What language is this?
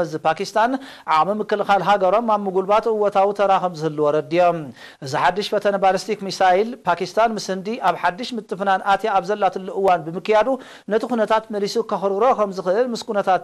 Tigrinya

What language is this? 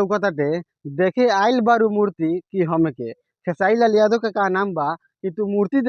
Bhojpuri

